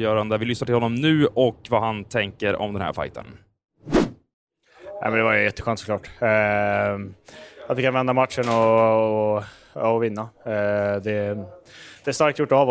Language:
Swedish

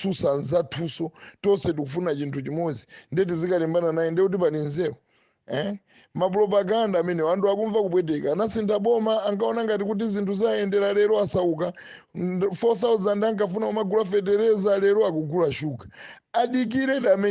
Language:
Nyanja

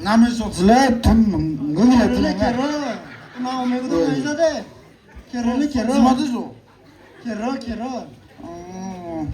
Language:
Maram Naga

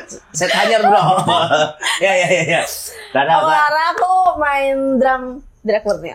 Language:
Banjar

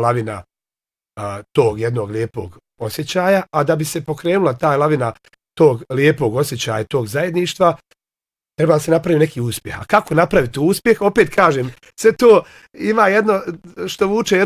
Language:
Bosnian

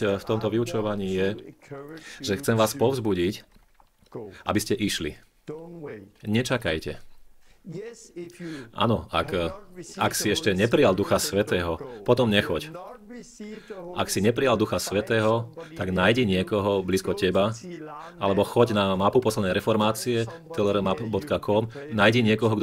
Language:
Slovak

